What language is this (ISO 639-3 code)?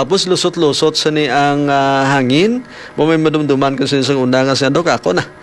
hil